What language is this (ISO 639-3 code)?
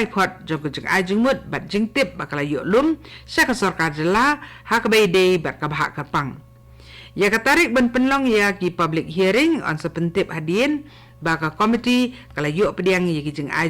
kha